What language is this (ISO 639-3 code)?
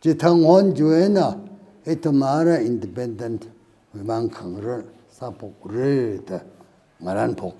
nmf